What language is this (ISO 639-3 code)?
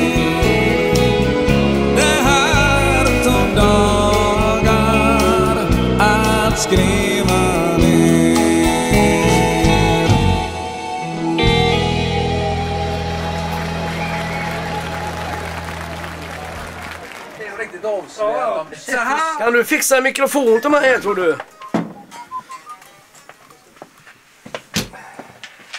swe